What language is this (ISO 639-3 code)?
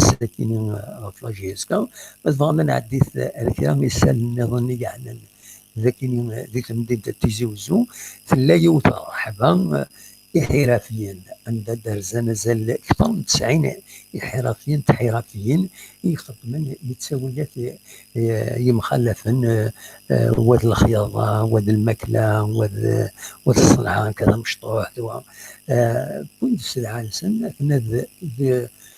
kab